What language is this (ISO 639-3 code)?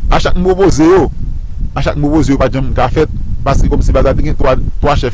hat